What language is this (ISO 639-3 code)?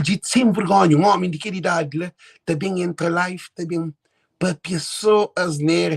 kea